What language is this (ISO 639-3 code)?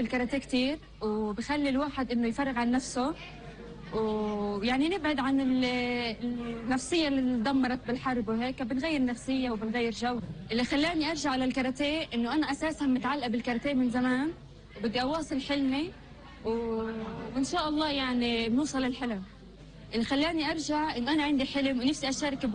apc